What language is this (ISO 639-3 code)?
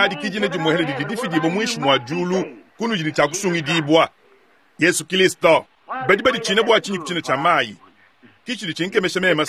lua